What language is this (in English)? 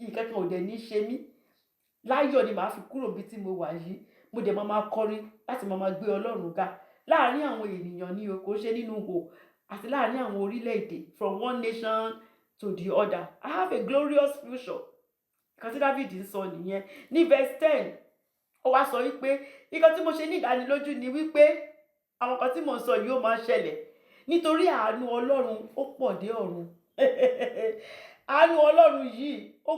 Yoruba